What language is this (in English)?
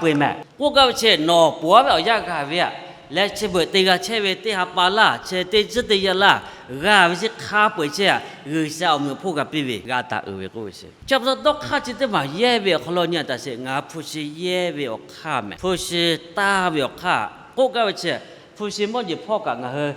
Lahu